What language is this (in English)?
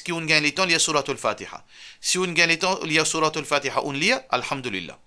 Morisyen